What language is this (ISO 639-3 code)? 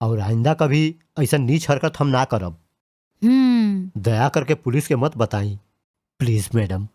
bho